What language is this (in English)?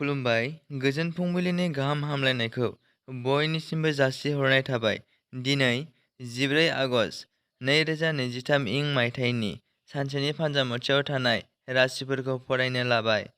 Bodo